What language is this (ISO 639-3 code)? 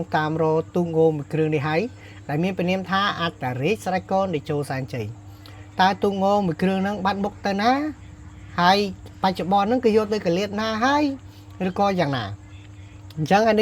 khm